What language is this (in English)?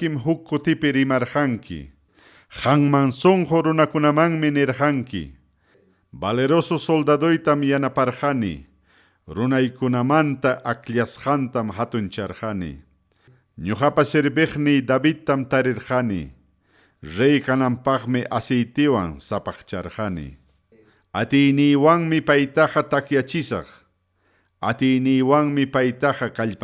Ayacucho Quechua